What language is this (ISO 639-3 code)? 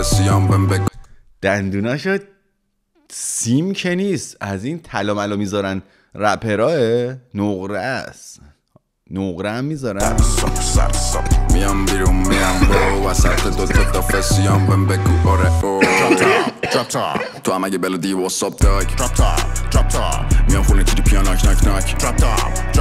fas